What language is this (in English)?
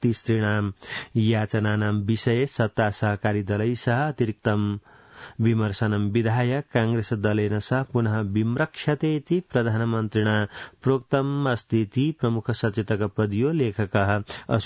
Sanskrit